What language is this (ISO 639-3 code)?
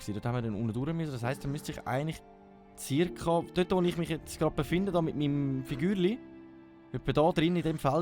gsw